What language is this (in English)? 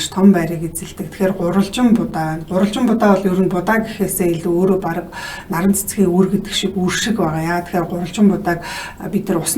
Mongolian